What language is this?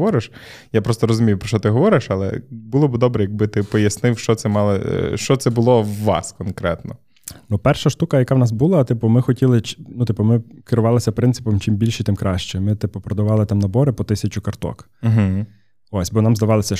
Ukrainian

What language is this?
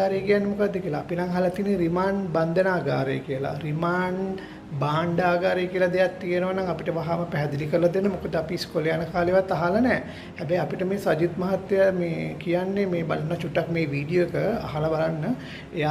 Sinhala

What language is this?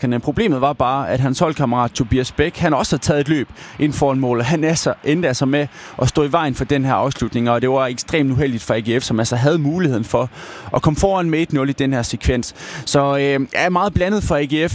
Danish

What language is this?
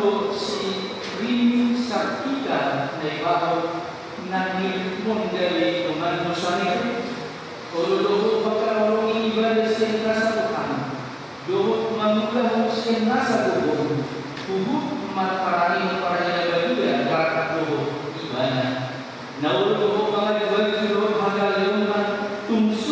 Batak Toba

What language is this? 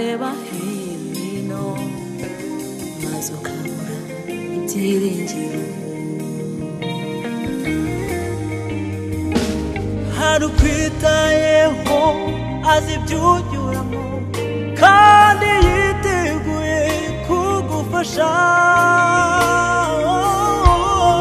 Kinyarwanda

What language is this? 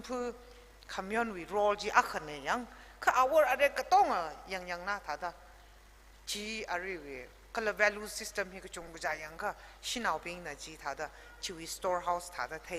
Tangkhul Naga (India)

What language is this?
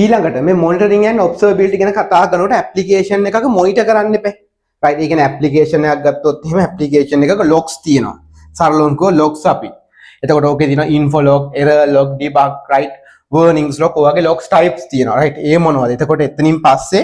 Sinhala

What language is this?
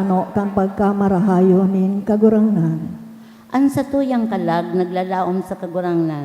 Bikol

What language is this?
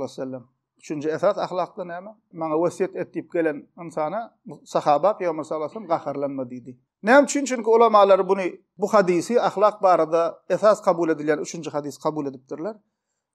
Turkmen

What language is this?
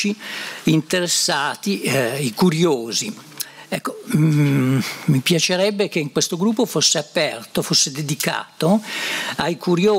Italian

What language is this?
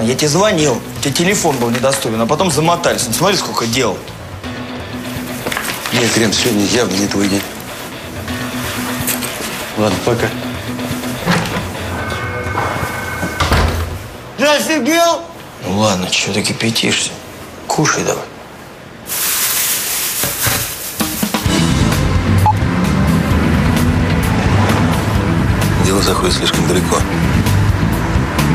Russian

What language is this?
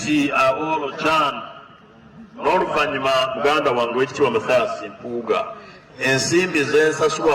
Ganda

